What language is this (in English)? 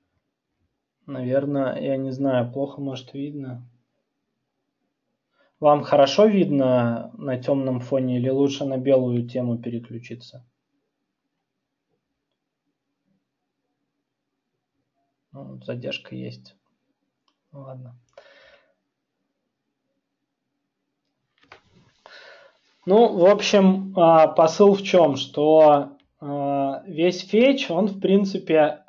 Russian